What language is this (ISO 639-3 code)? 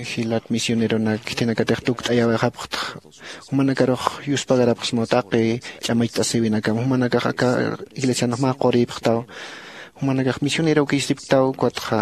aym